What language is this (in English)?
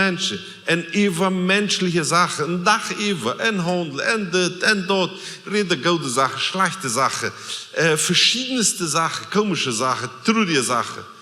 Plautdietsch